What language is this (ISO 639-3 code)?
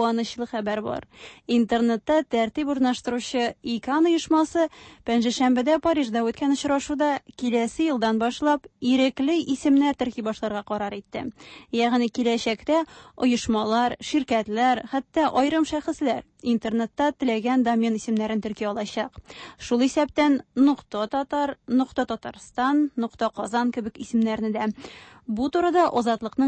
tat